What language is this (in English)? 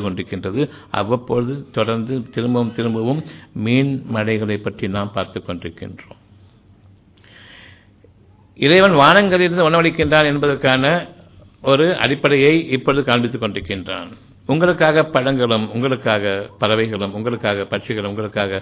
Tamil